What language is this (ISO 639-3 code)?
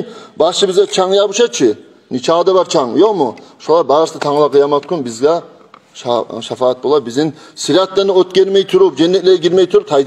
kum